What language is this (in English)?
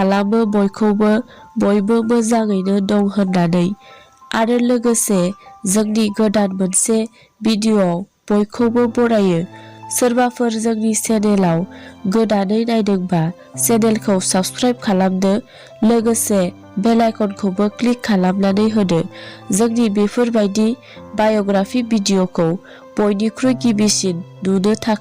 Bodo